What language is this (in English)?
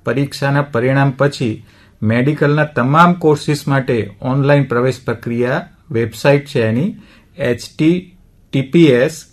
Gujarati